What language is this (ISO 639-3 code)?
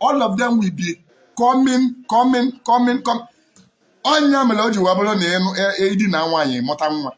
ibo